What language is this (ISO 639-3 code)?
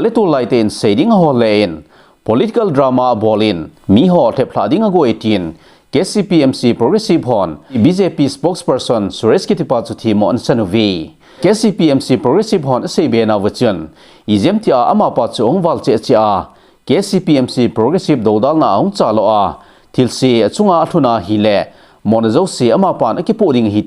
tcz